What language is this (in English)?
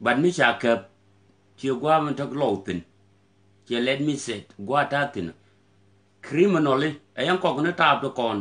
Nuer